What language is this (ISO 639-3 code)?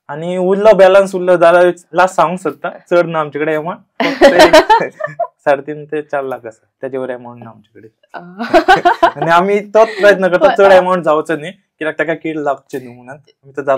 kok